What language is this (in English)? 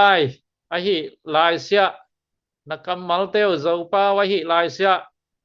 Tedim Chin